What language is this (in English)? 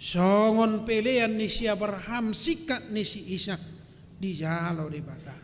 Batak Toba